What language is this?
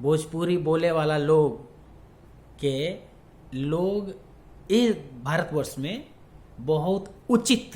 Bhojpuri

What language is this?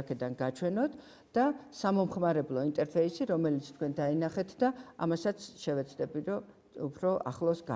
Georgian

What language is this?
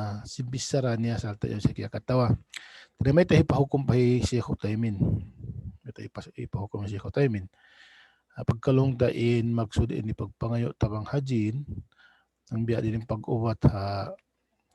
Tausug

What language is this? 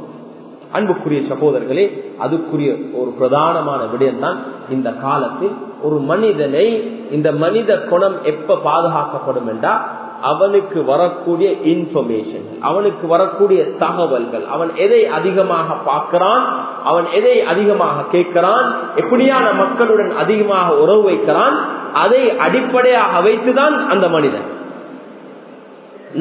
Tamil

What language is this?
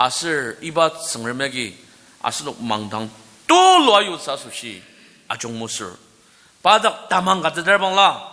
Ao Naga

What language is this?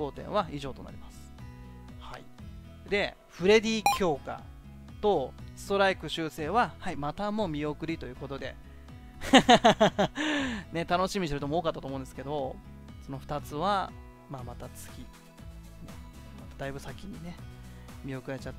Japanese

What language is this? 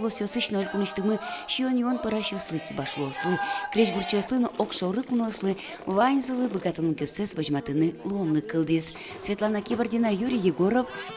Udmurt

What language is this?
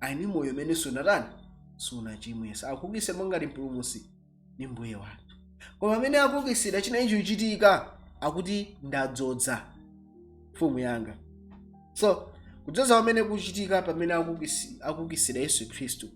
Nyanja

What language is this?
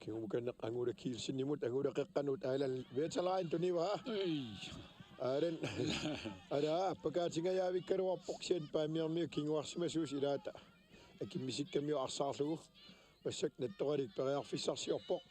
Kalaallisut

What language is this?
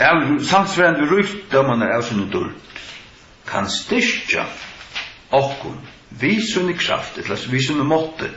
Faroese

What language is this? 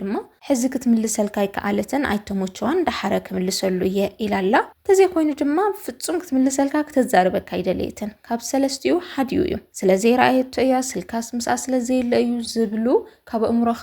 Tigrinya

